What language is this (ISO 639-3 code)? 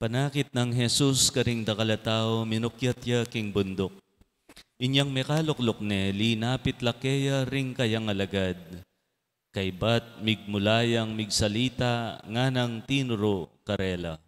pam